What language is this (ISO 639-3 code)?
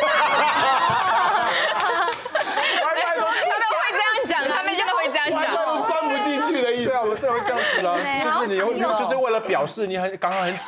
zho